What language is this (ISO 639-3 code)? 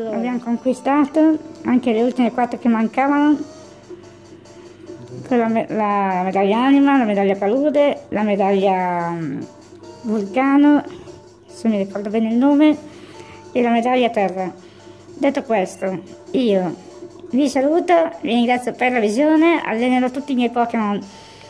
ita